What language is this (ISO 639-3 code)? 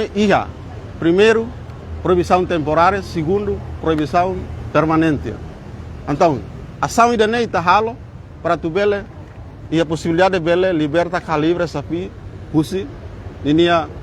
tet